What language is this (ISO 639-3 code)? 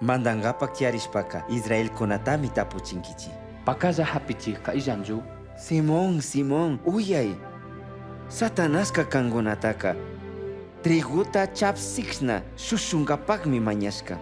qug